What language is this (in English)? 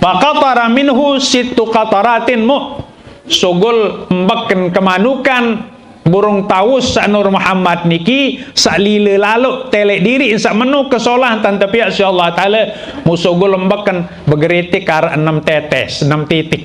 Sasak